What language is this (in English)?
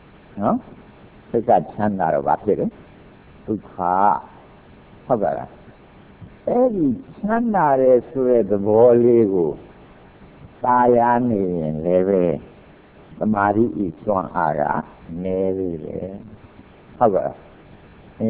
Burmese